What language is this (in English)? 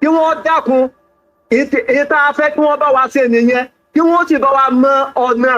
Yoruba